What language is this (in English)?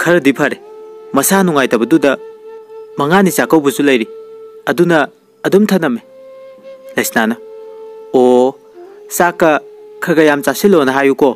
Manipuri